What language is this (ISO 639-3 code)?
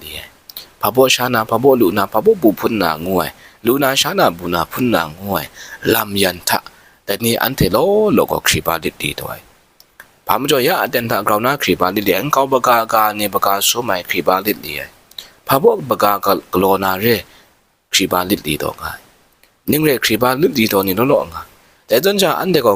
kac